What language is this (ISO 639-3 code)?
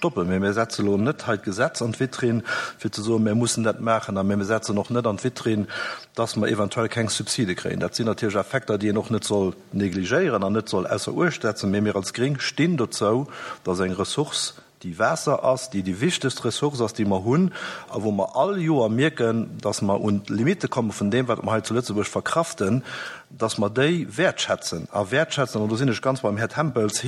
ltz